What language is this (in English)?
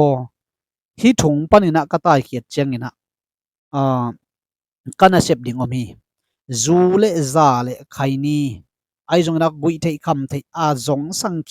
Tedim Chin